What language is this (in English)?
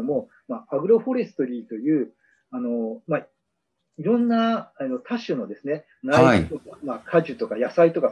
Japanese